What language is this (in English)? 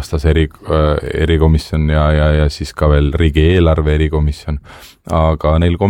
Estonian